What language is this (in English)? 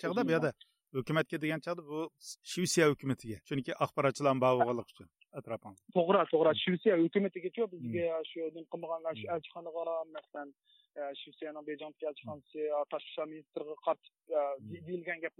Uyghur